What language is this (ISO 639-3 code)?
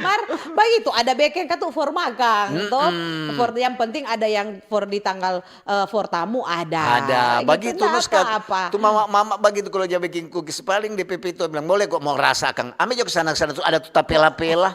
xmm